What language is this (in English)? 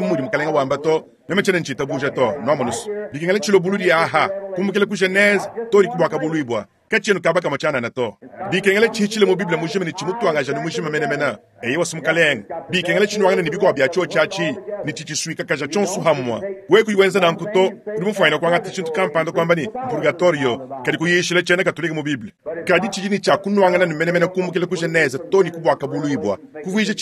Luba-Lulua